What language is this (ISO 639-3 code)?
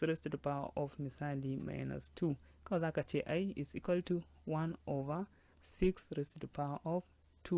hau